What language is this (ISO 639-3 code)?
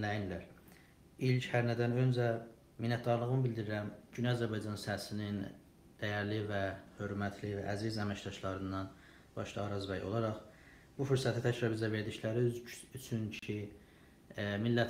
azb